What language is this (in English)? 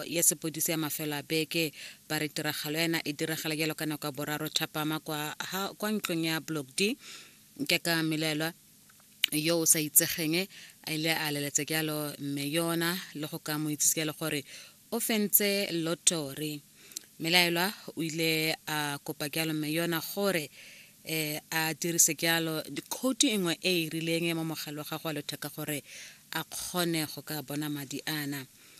Tswana